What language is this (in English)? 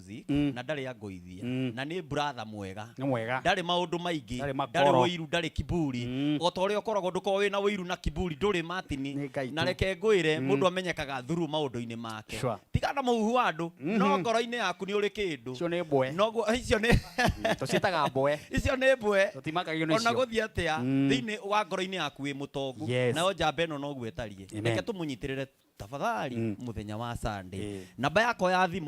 Kikuyu